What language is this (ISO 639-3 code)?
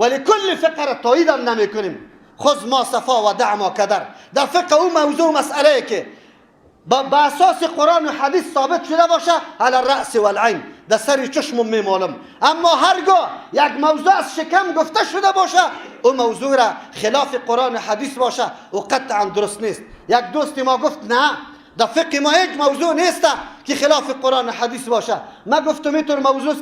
fas